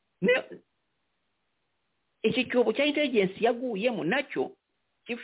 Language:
Kinyarwanda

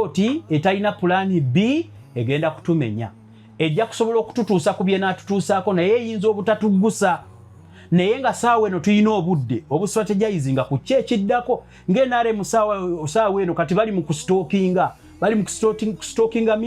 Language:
Ganda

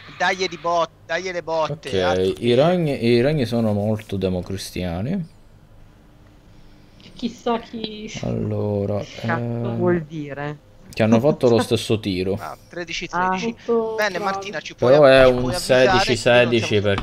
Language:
Italian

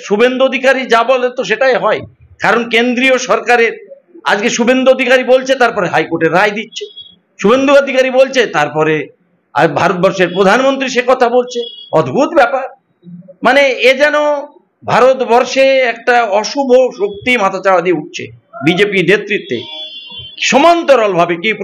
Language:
Bangla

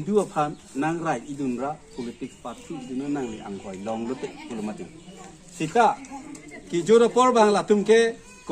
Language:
Karbi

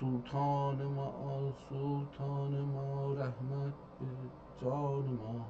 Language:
South Azerbaijani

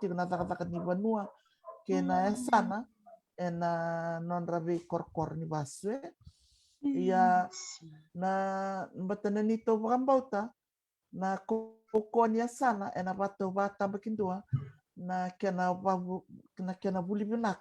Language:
Fijian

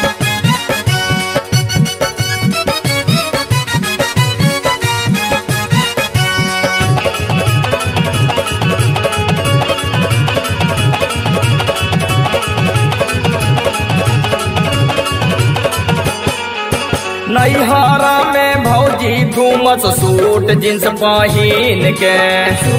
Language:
Bhojpuri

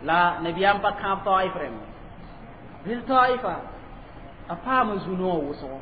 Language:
Mossi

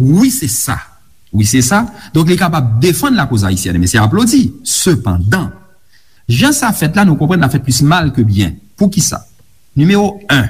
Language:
Haitian Creole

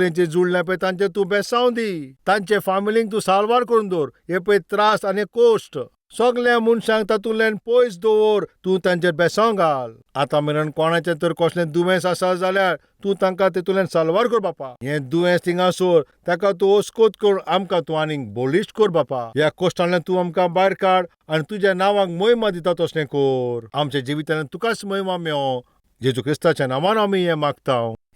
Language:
Konkani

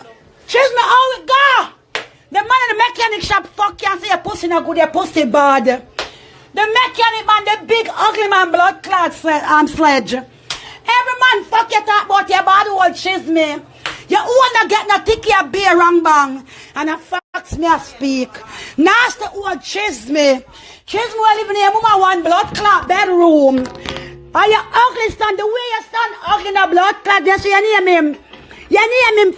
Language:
Jamaican Creole English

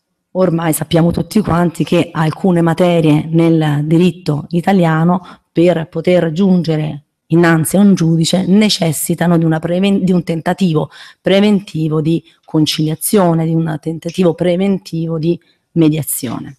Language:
Italian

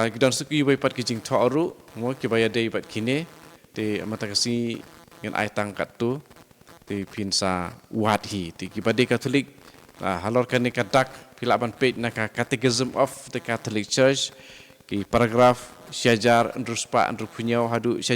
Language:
Khasi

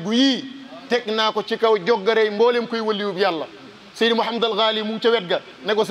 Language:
Wolof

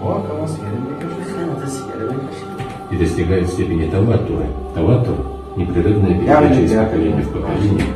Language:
Tajik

